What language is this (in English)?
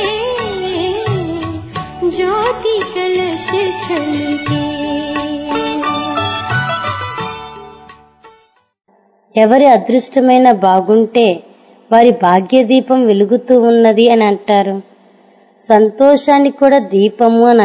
Telugu